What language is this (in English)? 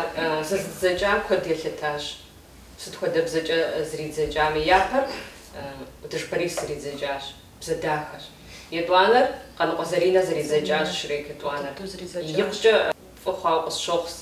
Kabardian